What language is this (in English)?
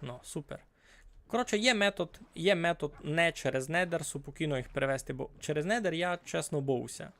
Rusyn